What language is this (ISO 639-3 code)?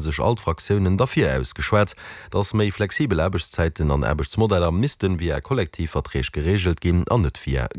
ltz